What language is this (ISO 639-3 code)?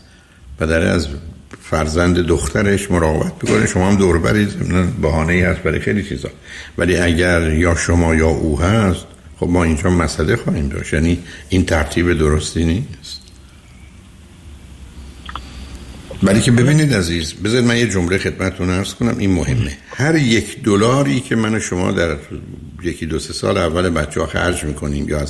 fas